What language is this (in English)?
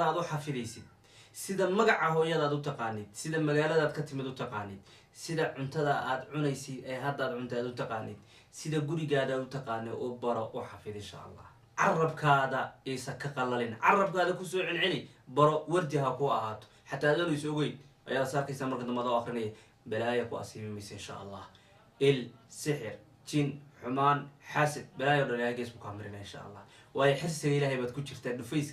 Somali